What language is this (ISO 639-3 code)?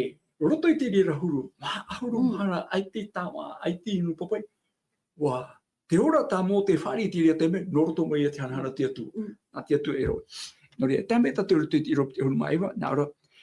tah